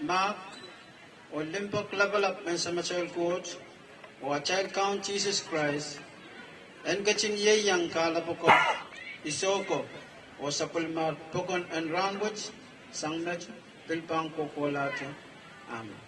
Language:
Pohnpeian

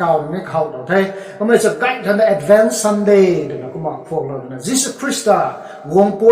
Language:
Rongmei Naga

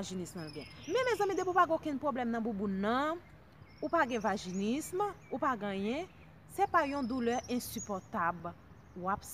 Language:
Haitian Creole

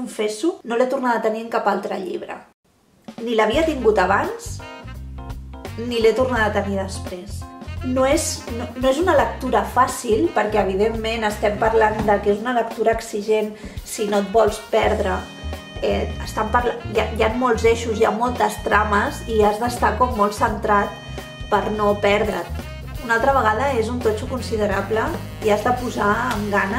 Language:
Catalan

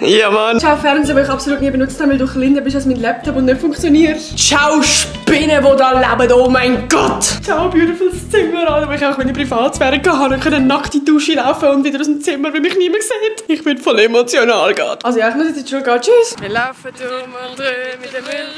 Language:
Swiss German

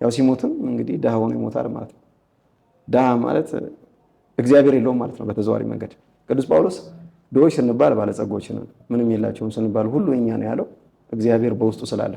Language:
Amharic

